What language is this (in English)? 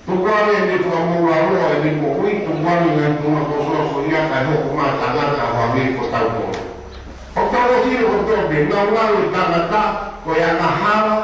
Tongan